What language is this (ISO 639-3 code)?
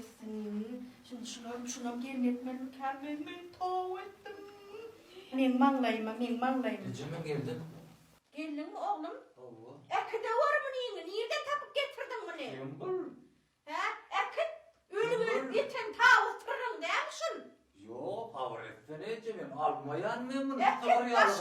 tuk